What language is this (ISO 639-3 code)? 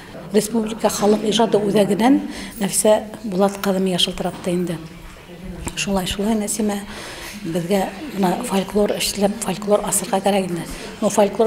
bak